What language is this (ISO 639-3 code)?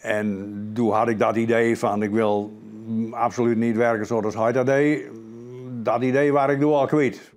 fry